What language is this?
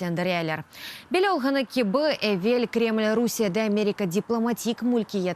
Crimean Tatar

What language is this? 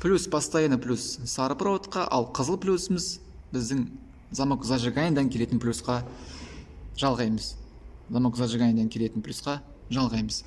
Kazakh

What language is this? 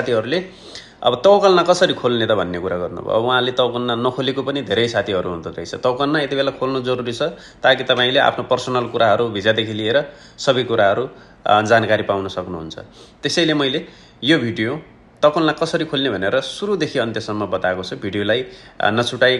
Nepali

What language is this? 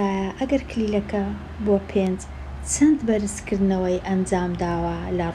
Central Kurdish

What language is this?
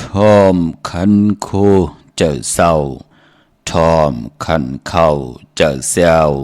Shan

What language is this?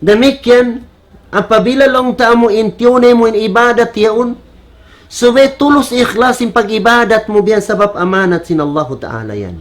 Tausug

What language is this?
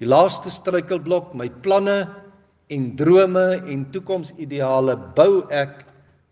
Afrikaans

